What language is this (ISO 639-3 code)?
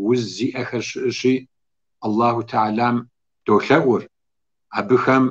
kbd